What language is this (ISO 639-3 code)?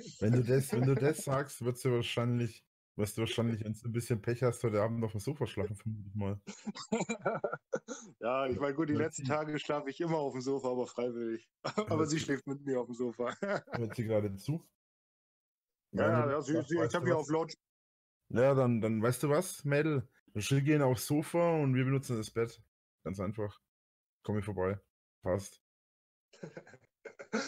deu